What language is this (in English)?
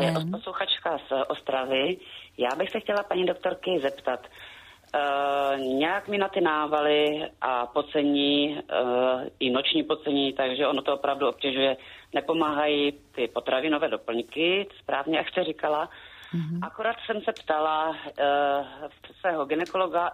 Czech